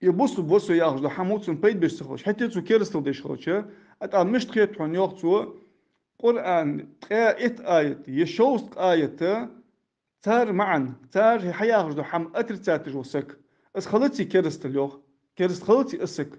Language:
Ingush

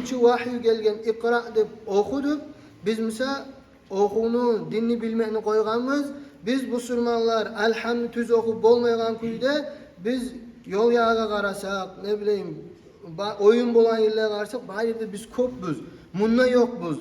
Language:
Kumyk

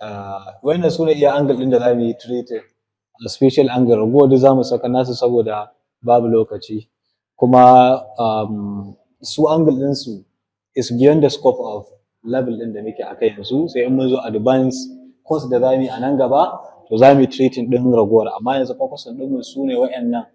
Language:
Hausa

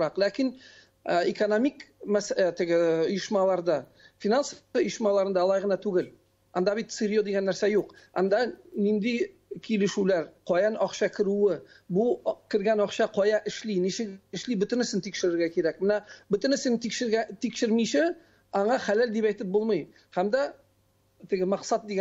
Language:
Tatar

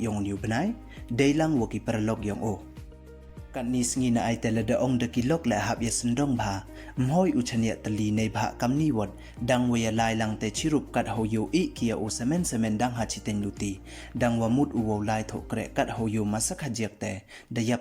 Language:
Pnar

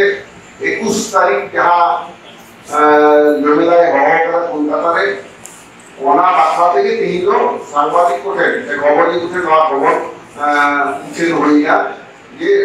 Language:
Santali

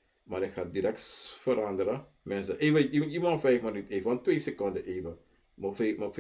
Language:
Sranan Tongo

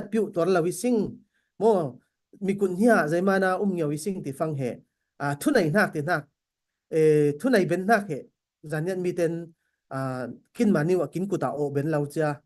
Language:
Falam Chin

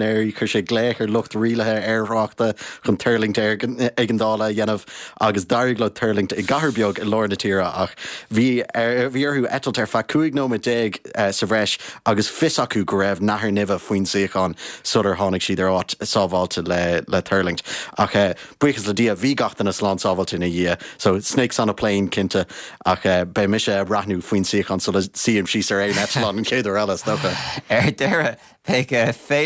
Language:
Irish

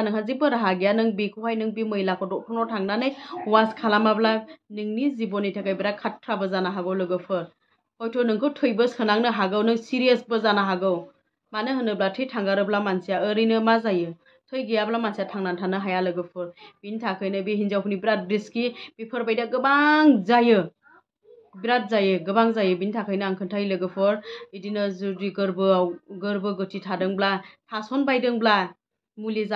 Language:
Bodo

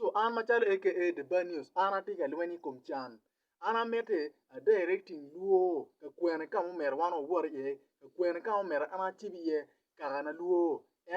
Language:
Acoli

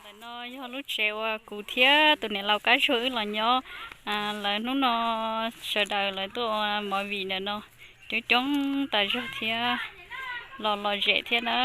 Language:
Hmong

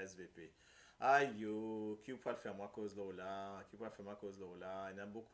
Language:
Morisyen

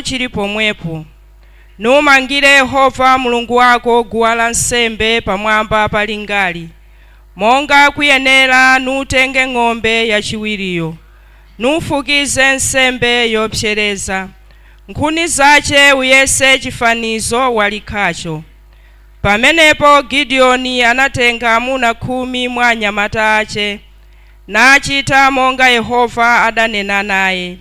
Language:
Nyanja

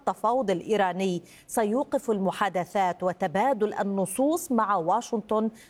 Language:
Arabic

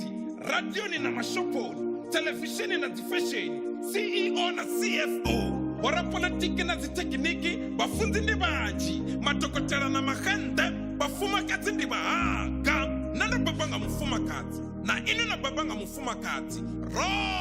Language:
Venda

